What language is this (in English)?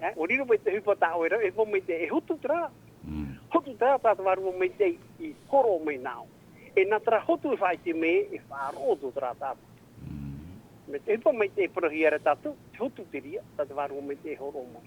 Tahitian